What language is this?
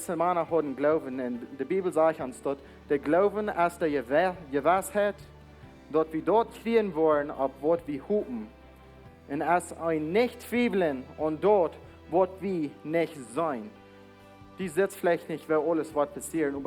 Plautdietsch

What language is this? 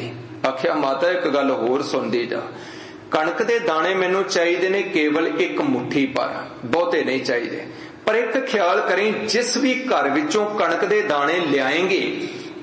Punjabi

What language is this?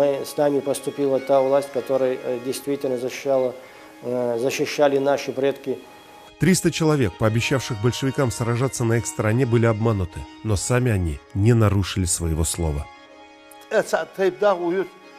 Ingush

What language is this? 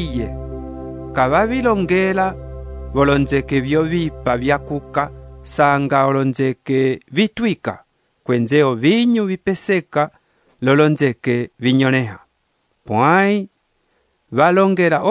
Umbundu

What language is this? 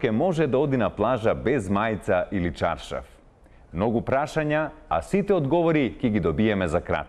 Macedonian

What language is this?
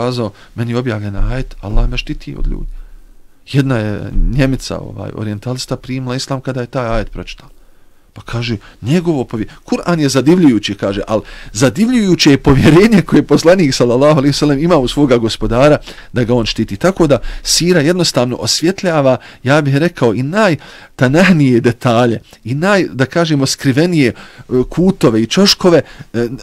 Bosnian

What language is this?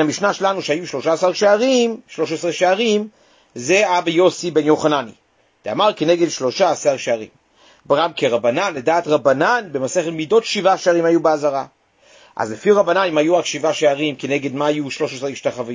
Hebrew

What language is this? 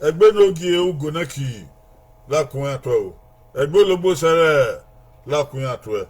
Bini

